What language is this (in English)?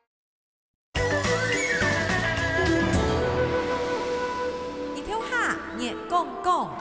Hakka Chinese